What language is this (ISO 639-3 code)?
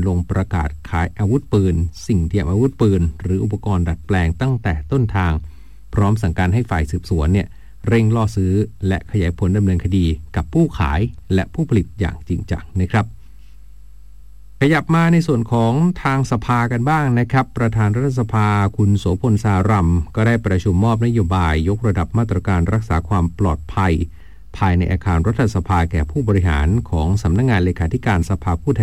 tha